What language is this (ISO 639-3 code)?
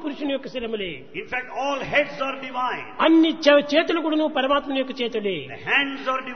tel